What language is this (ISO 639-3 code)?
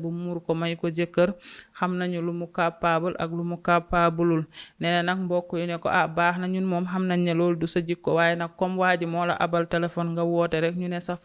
wol